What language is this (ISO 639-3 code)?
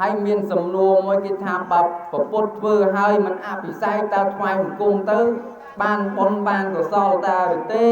khm